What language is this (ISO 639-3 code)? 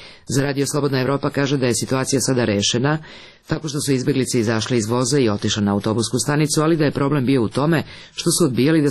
srp